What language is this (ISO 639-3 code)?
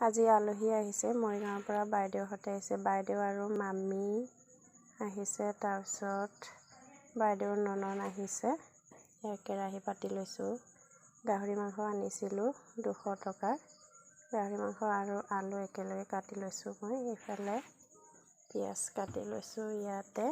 asm